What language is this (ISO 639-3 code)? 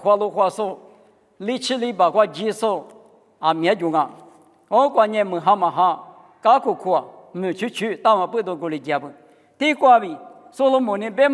lis